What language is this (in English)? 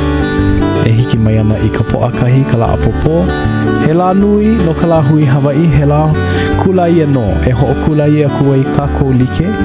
Hawaiian